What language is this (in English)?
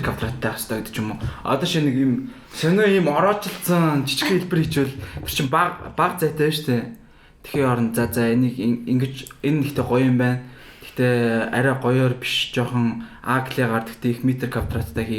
Mongolian